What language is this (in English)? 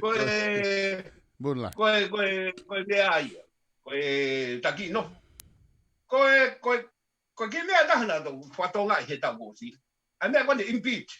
Tongan